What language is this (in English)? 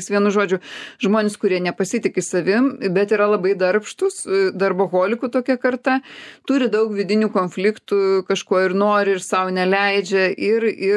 Lithuanian